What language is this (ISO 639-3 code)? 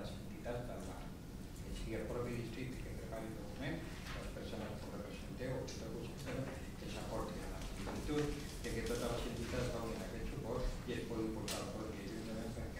cat